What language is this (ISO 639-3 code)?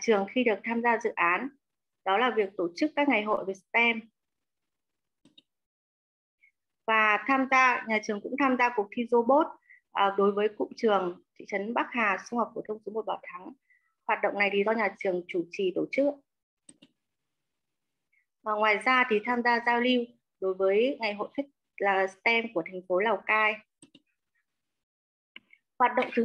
vie